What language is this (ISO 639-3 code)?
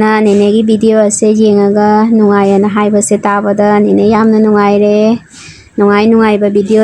mni